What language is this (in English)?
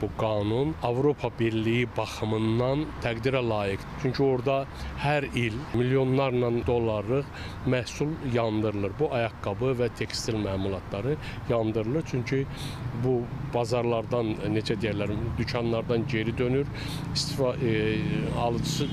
Azerbaijani